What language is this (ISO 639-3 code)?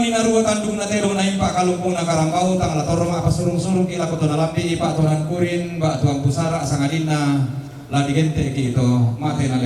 sda